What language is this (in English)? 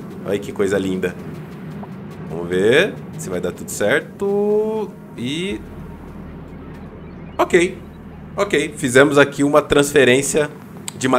Portuguese